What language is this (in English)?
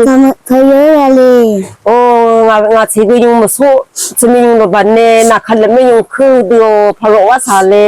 Rawang